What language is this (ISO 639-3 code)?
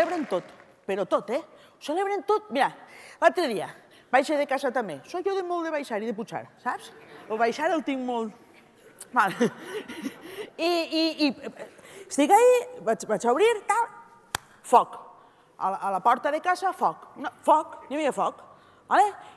cat